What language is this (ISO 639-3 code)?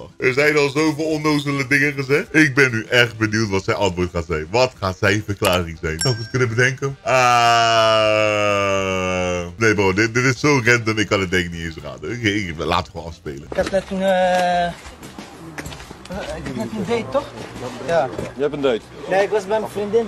nld